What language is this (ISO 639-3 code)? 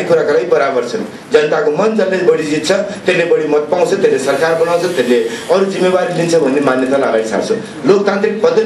nep